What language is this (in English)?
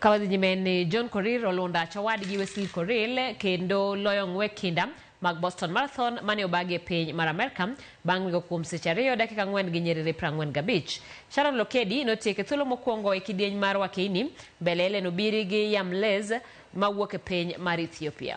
Luo (Kenya and Tanzania)